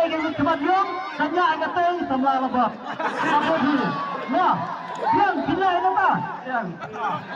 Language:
Khasi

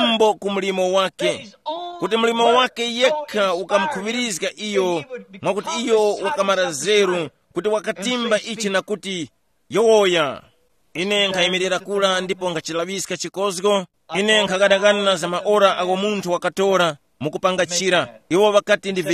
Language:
Tumbuka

